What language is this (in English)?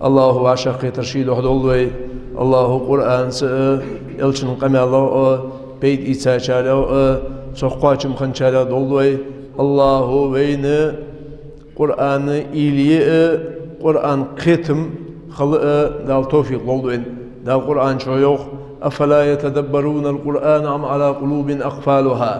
Ingush